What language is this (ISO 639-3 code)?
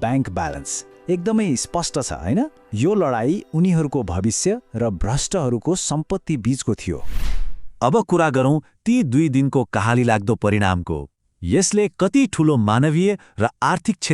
nep